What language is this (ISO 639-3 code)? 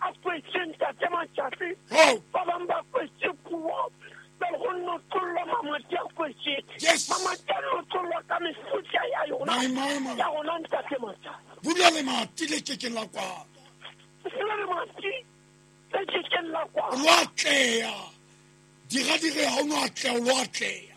sot